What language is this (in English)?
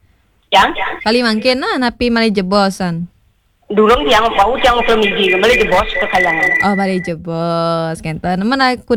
Balinese